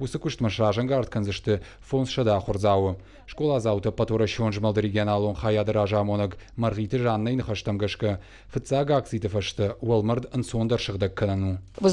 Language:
Ossetic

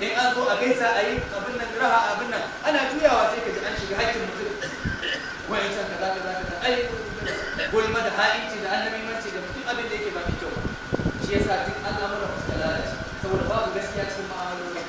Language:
Hausa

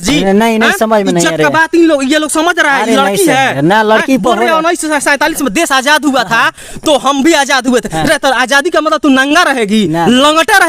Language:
Bhojpuri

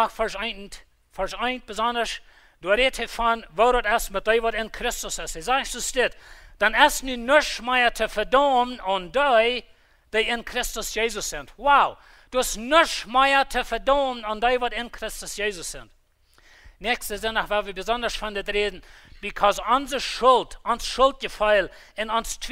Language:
Plautdietsch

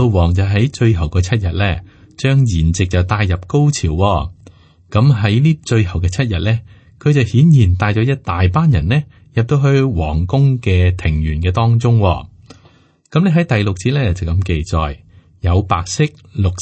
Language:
Cantonese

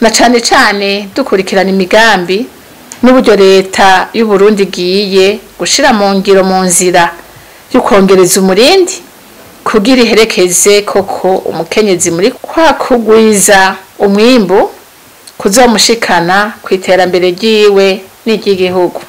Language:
Rundi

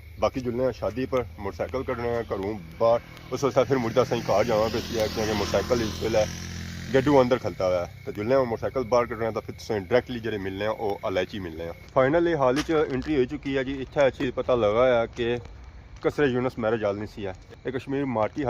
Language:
Pahari-Potwari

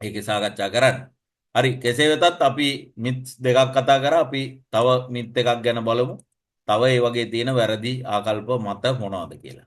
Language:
Sinhala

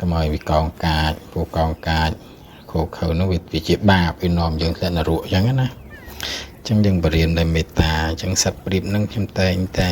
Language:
Khmer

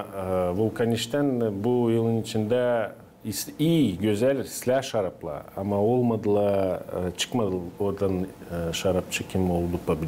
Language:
Gagauz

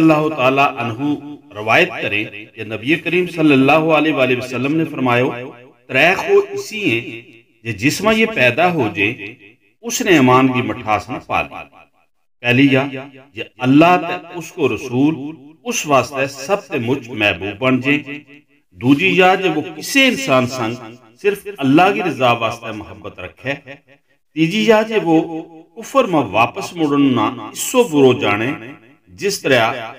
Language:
Gujari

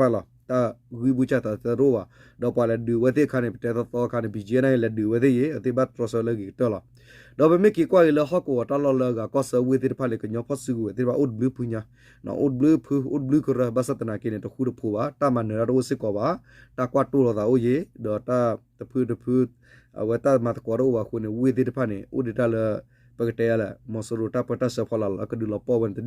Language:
S'gaw Karen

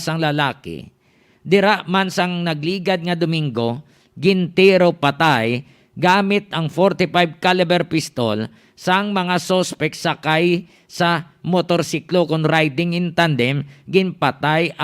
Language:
Hiligaynon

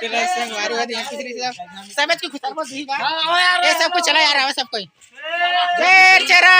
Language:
Chhattisgarhi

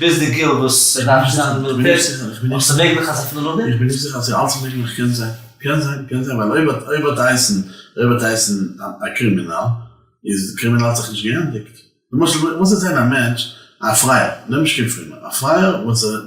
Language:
Yiddish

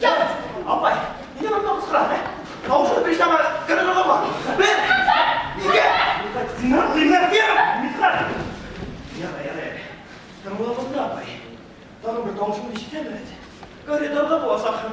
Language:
Bashkir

